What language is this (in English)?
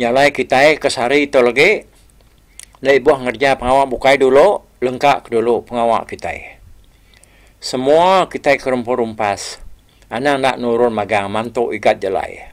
Iban